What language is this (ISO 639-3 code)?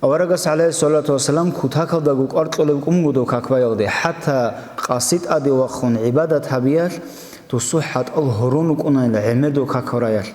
ava